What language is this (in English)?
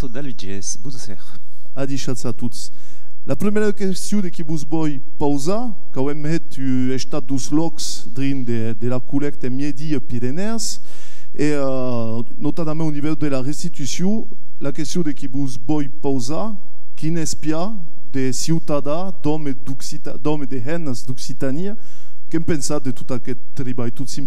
Occitan